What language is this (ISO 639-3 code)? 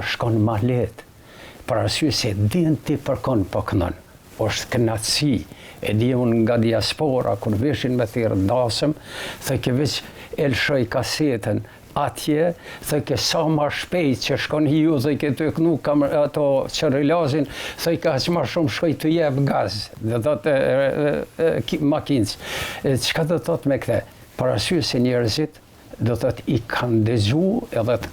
sqi